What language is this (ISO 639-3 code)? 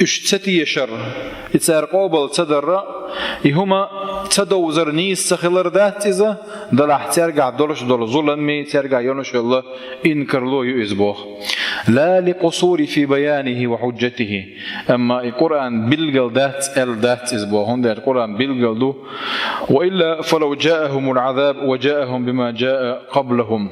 che